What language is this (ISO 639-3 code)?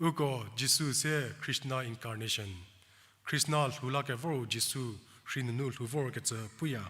njm